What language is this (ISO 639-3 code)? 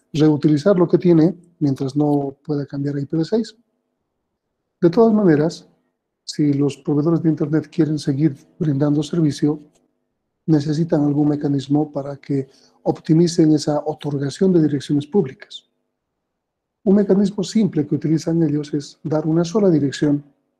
spa